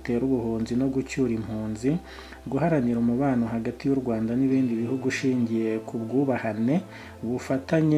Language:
Kinyarwanda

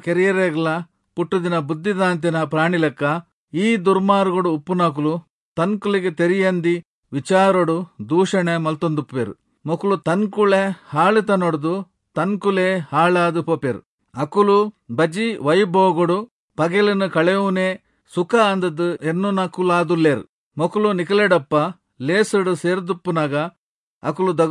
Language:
Tulu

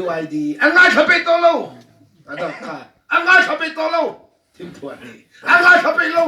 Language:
Mizo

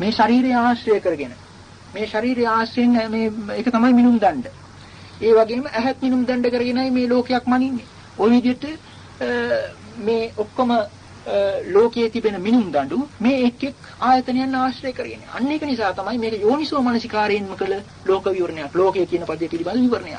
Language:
Sinhala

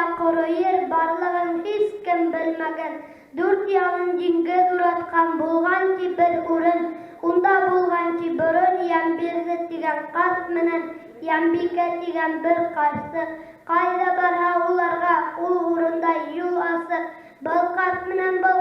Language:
Bashkir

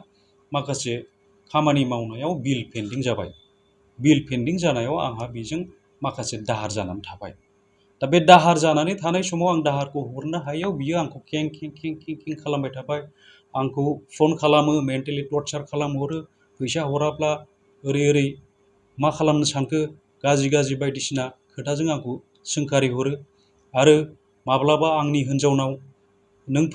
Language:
Bodo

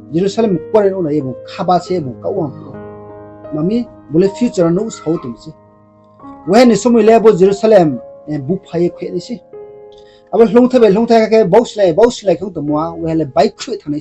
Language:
Riang (India)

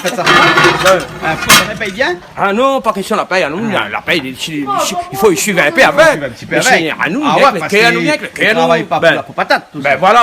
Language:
Réunion Creole French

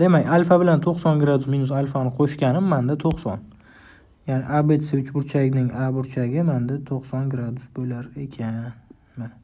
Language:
Uzbek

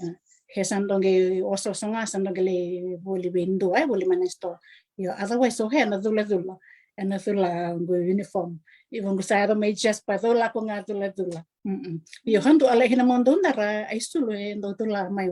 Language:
Fijian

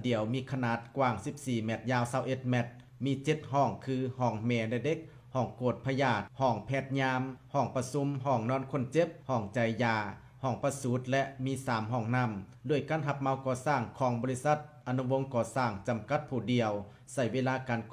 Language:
Lao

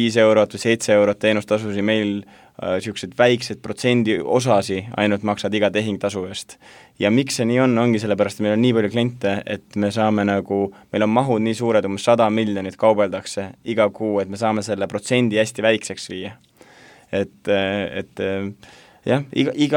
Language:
Estonian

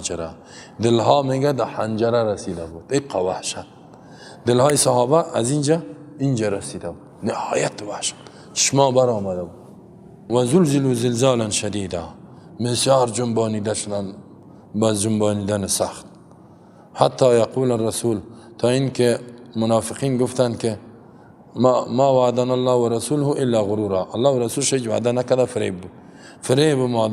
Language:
Persian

